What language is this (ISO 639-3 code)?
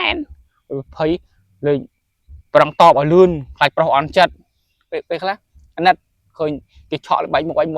khm